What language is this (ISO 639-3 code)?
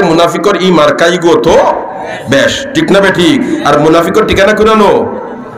syl